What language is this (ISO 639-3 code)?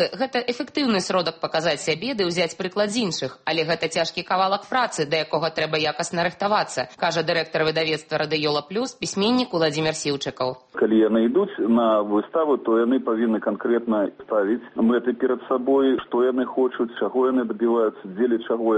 bel